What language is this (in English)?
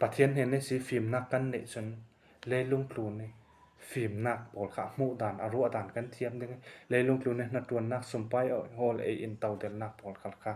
Falam Chin